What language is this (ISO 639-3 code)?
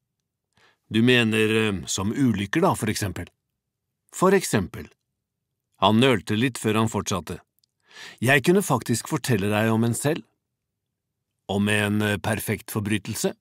nor